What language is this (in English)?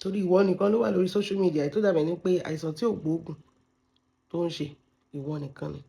Yoruba